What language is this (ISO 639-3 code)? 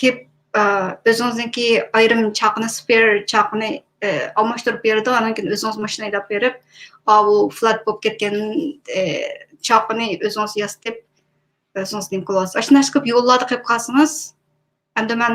uig